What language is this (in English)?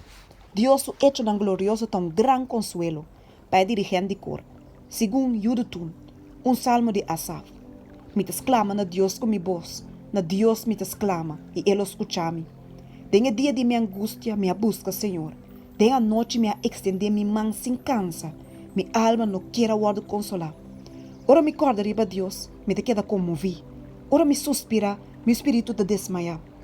Papiamento